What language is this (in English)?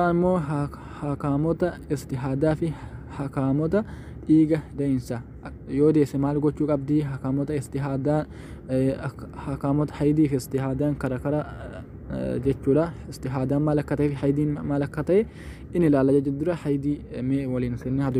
Oromo